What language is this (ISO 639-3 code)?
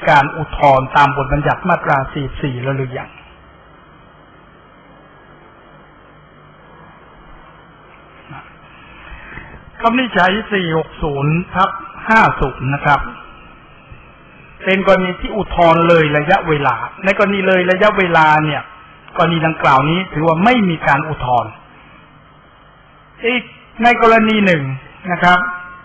tha